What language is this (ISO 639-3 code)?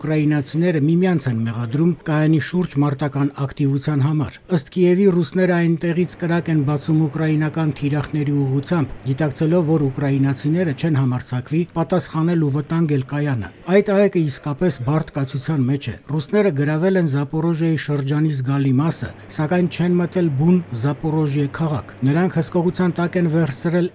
hye